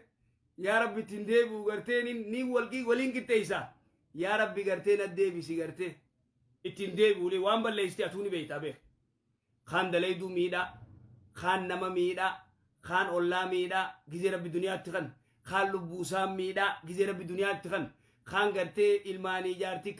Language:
Oromo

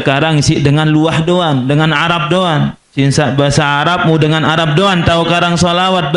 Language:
Sasak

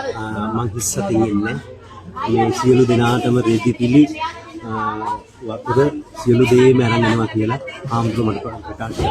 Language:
Sinhala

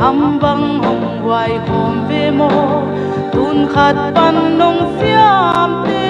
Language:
Paite Chin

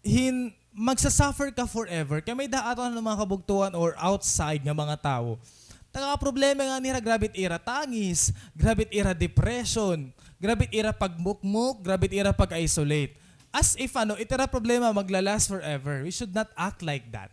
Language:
Waray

